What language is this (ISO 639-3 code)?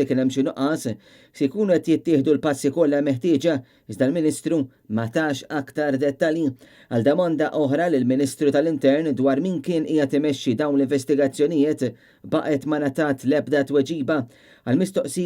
mlt